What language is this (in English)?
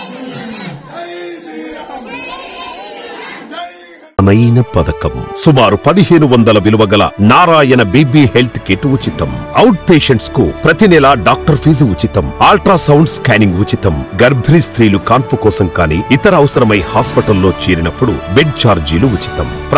Telugu